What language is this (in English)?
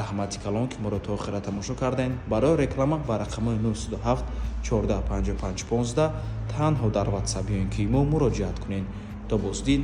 Tajik